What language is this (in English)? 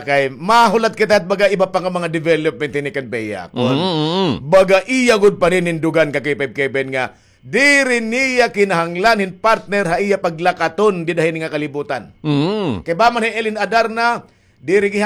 Waray